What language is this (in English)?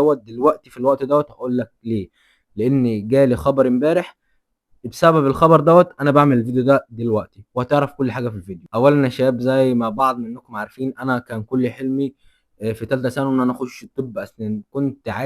Egyptian Arabic